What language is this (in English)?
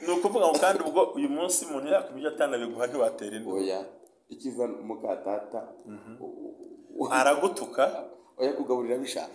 Kinyarwanda